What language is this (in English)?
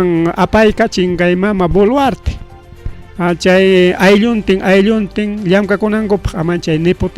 Ayacucho Quechua